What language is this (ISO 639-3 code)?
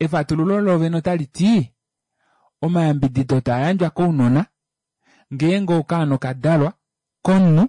kua